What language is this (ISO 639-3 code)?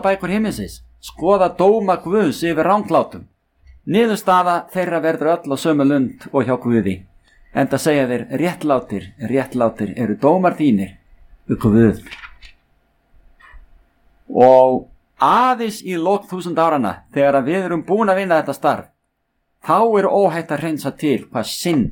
isl